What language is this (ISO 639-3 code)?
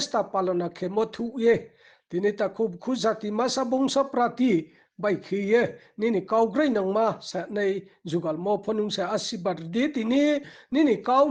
ria